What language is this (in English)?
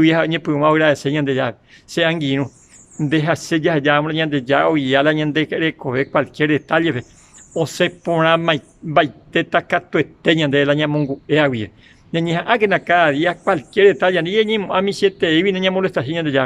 Guarani